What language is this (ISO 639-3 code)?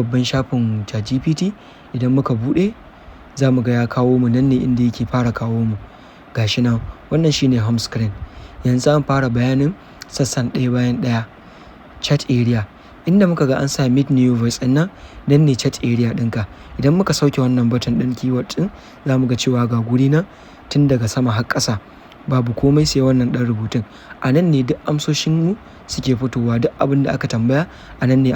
hau